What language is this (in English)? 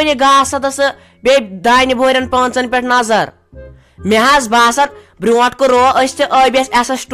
Kashmiri